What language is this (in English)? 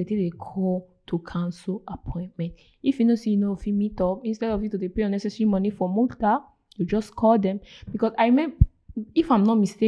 Nigerian Pidgin